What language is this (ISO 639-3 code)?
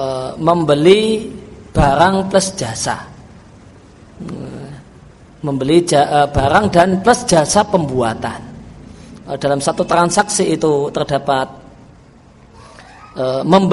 ind